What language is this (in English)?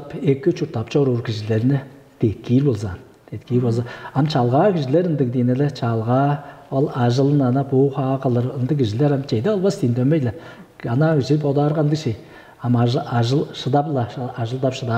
Tuvinian